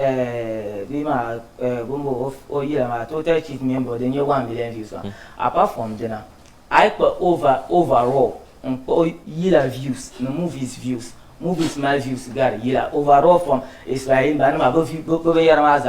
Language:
Dagbani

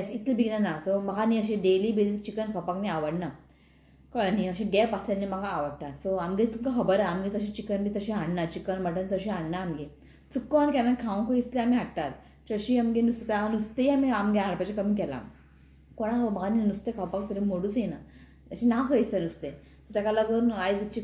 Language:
Konkani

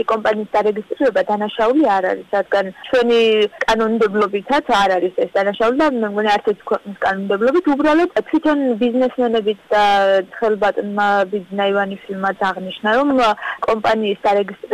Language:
Georgian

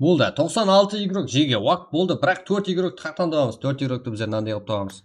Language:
Kara-Kalpak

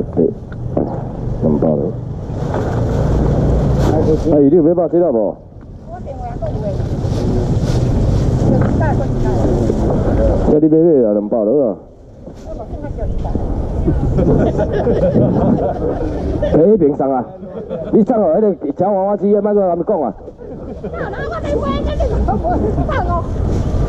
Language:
Min Nan Chinese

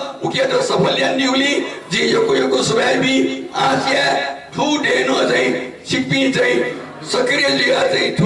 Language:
Newari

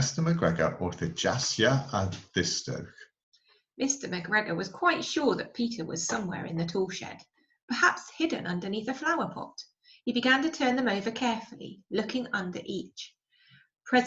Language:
Cornish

